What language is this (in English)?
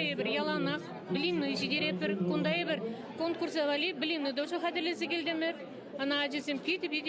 Chuvash